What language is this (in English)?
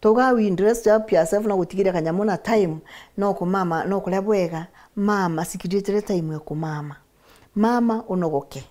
Meru